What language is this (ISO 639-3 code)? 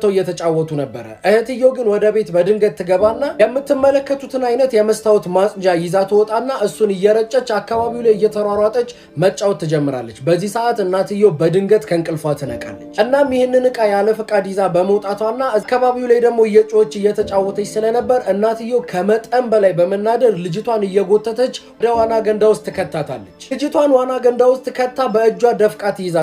amh